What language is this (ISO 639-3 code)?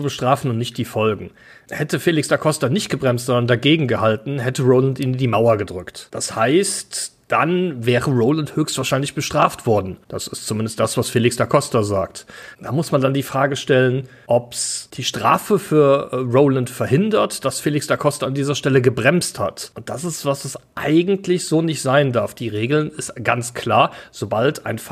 deu